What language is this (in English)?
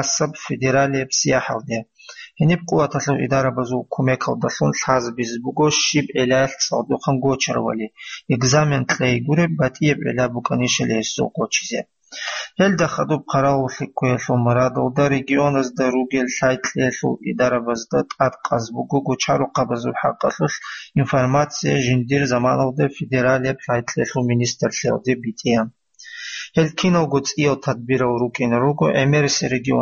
Avaric